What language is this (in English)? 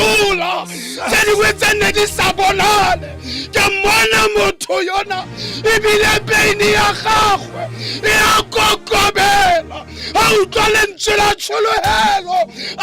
Tswana